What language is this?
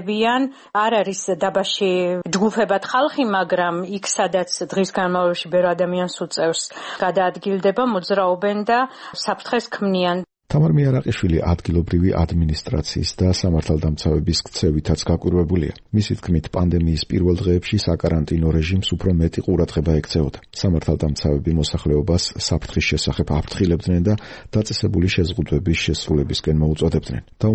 Georgian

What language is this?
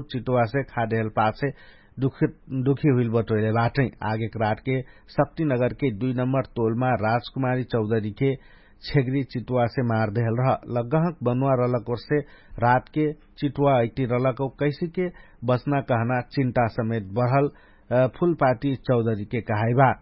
Dangaura Tharu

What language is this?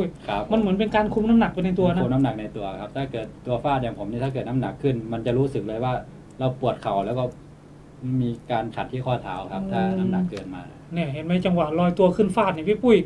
Thai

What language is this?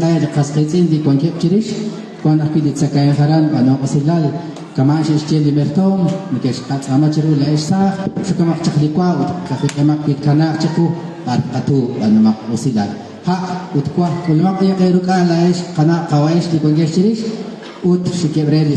Kekchí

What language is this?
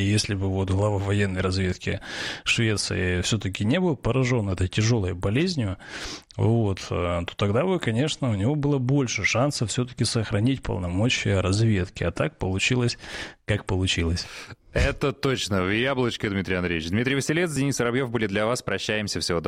Russian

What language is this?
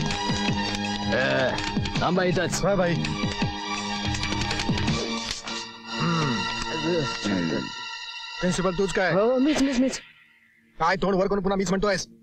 Marathi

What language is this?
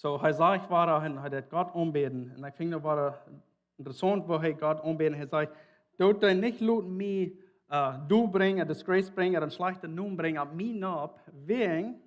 Plautdietsch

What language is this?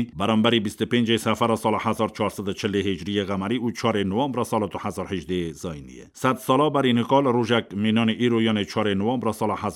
Kurdish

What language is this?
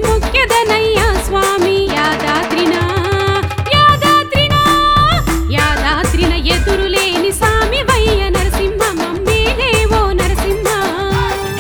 Telugu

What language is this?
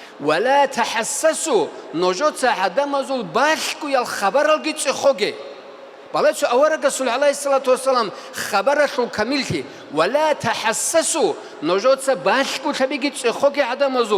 Avaric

